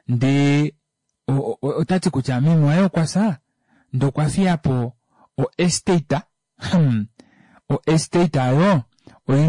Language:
Kuanyama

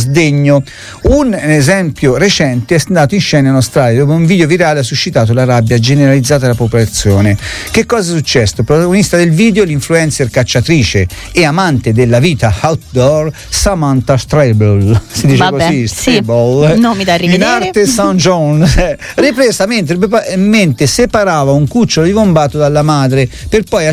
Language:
Italian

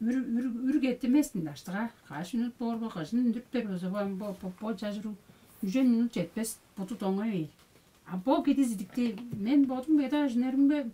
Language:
Tuvinian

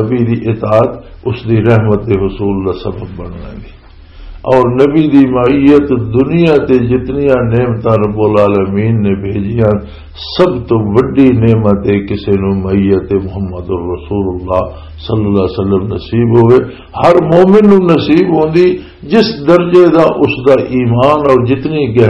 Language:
Western Panjabi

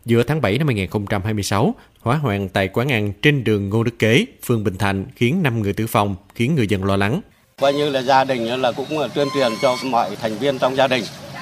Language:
Vietnamese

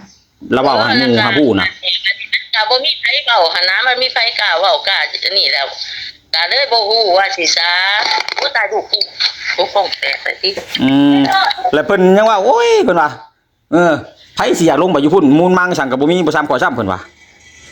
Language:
Lao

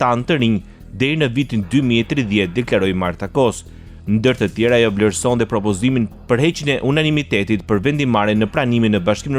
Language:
Albanian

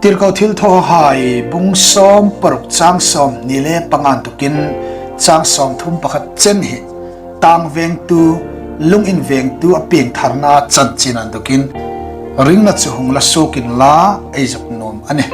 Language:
Hmar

